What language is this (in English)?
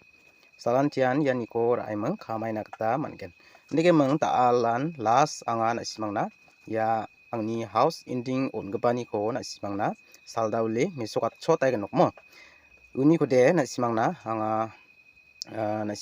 Garo